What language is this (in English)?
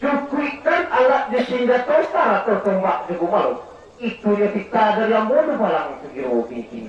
Minangkabau